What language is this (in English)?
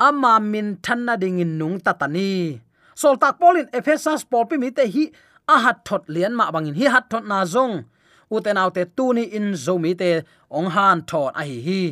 Tedim Chin